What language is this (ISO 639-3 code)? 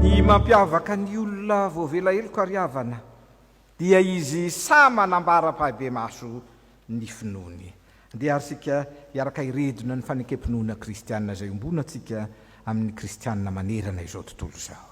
mlg